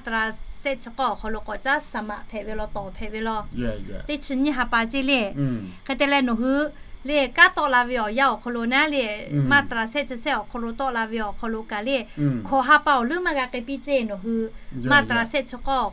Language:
Lahu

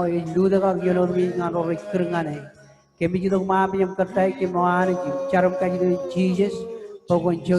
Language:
Marshallese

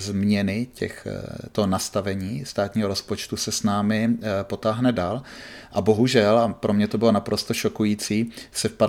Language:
Czech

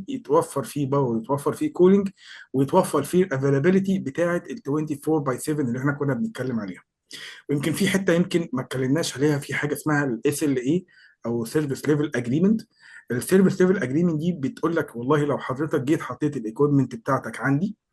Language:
Egyptian Arabic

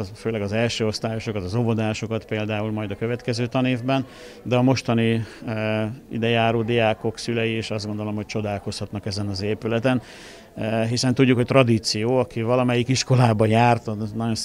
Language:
Hungarian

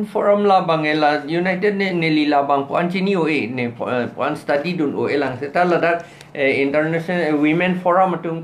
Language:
Karbi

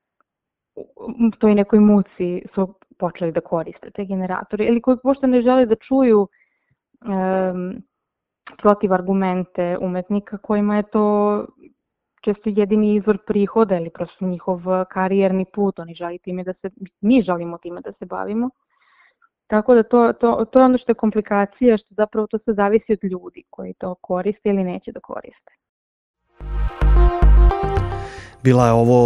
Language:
Serbian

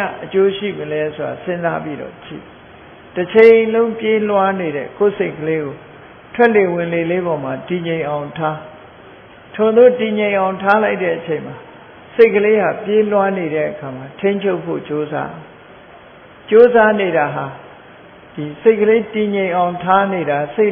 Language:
Burmese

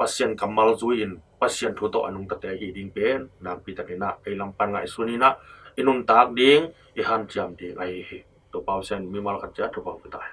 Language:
Tedim Chin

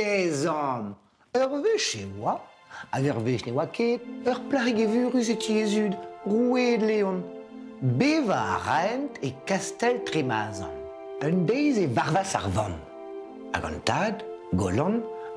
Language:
Breton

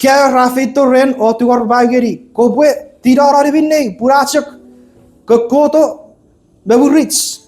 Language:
Chuukese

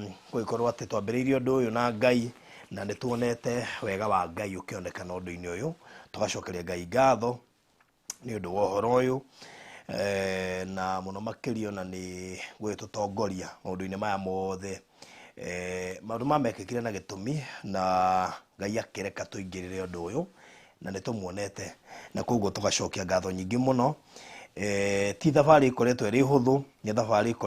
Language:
Kikuyu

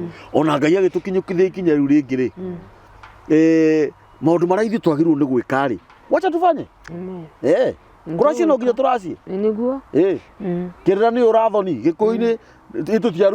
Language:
Kikuyu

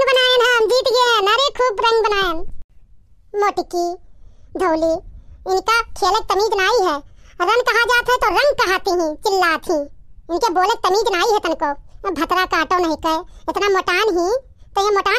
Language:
Awadhi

